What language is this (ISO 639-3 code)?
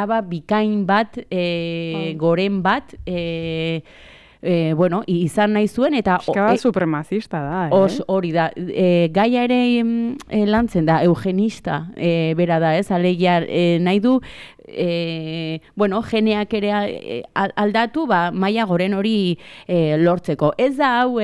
eus